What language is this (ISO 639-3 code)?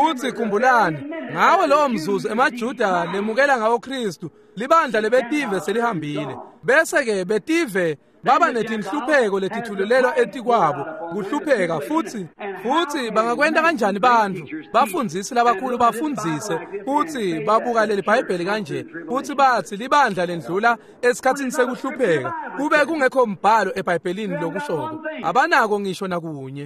ssw